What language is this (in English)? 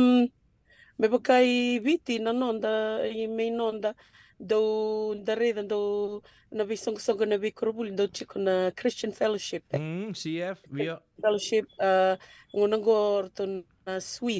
Fijian